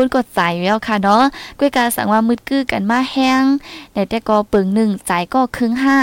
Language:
Thai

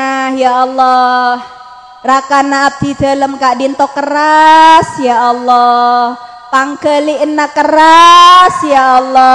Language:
Madurese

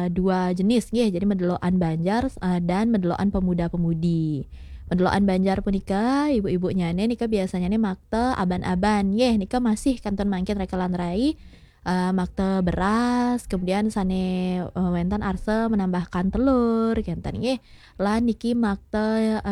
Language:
Balinese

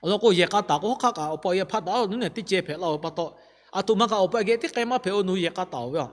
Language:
Lahu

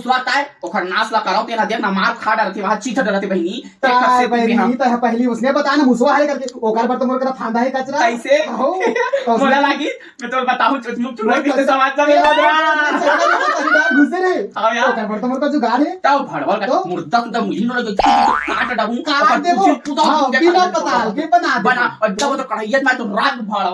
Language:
Chhattisgarhi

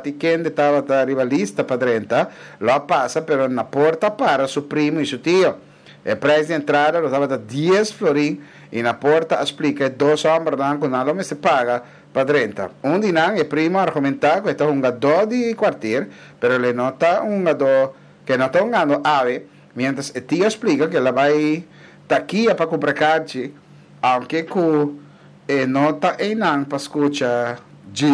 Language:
Papiamento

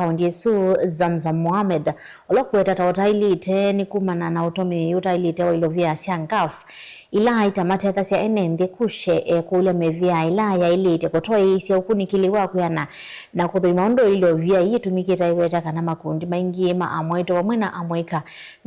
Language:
Kamba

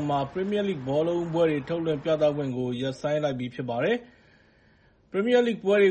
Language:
Burmese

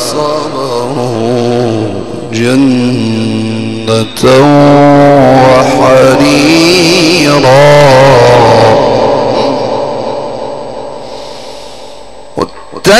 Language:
Arabic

